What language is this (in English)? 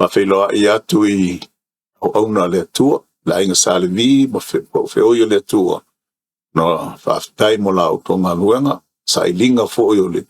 Samoan